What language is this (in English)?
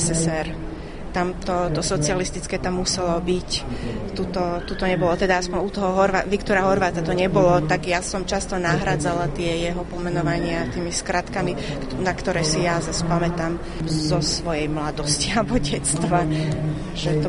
Slovak